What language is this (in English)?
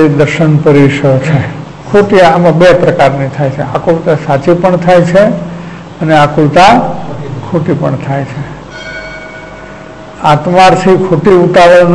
Gujarati